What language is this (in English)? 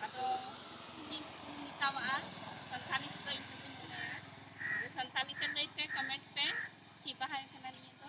Santali